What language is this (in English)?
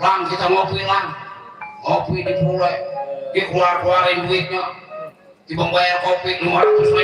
Betawi